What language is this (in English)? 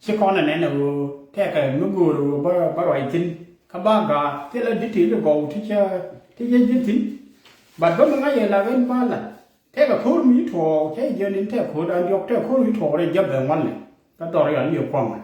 Nuer